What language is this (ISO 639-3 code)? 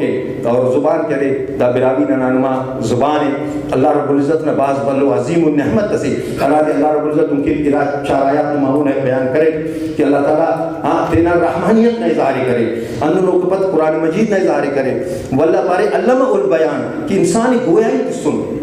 brh